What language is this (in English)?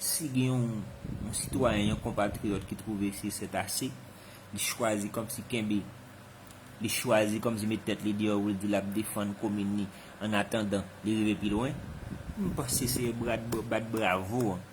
Haitian Creole